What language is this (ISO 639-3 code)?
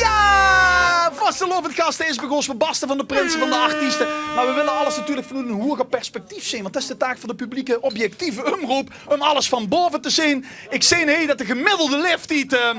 lim